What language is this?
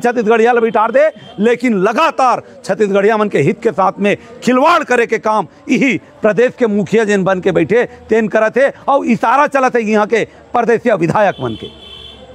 Chhattisgarhi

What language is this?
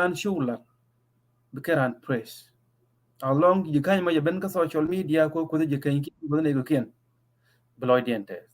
Nuer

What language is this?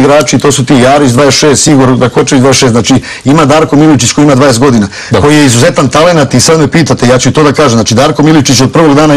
Serbian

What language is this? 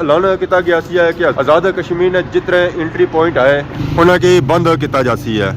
Pahari-Potwari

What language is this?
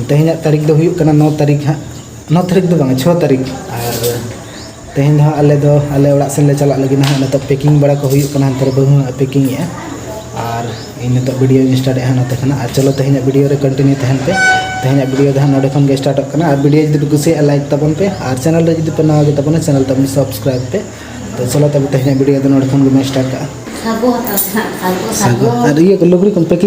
Santali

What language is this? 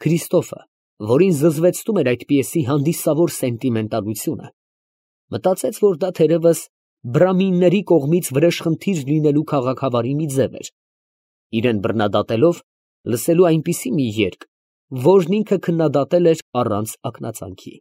Armenian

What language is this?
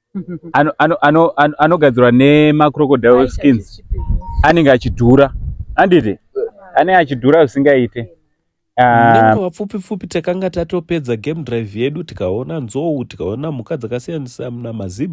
Shona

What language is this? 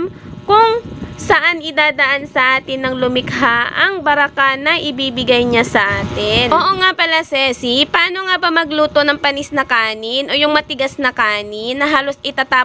Filipino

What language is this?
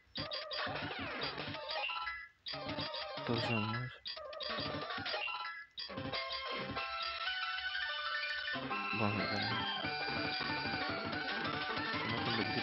Spanish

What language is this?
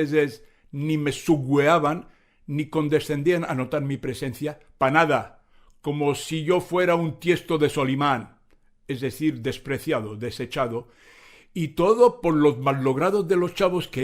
Ladino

